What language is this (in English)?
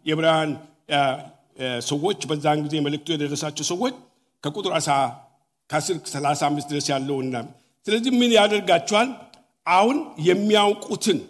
Amharic